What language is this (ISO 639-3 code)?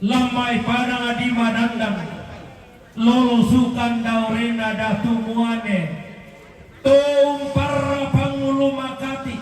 sda